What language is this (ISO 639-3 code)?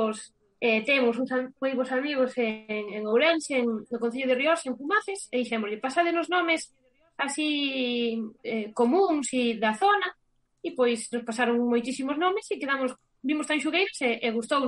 glg